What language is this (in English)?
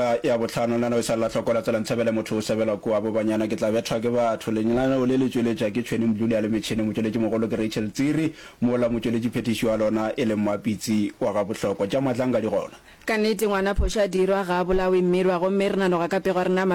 Northern Sotho